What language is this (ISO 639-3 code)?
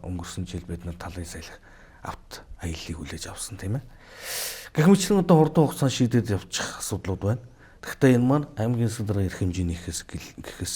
mon